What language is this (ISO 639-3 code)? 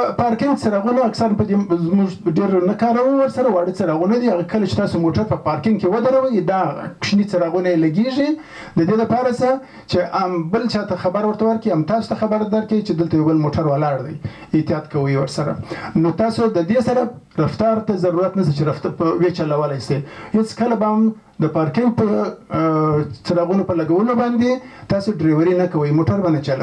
pus